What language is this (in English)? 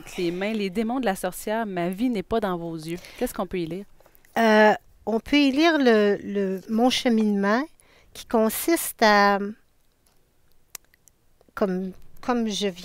French